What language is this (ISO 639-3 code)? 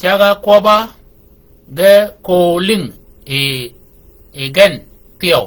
shk